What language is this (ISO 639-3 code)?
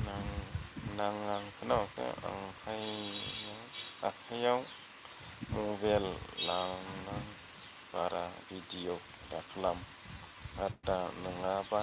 brx